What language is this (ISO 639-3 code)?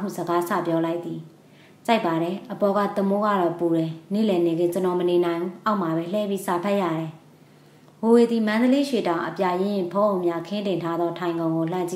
mya